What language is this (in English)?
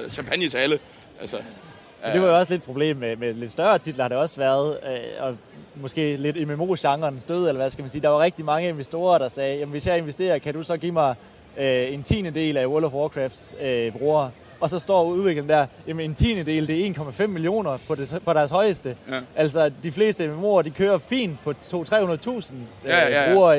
Danish